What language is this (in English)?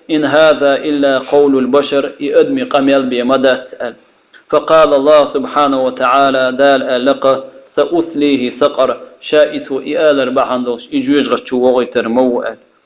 Chechen